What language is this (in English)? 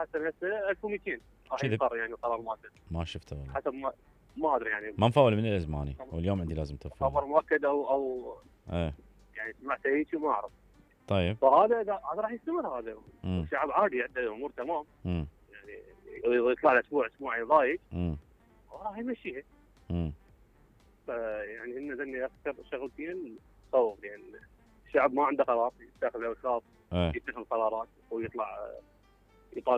Mesopotamian Arabic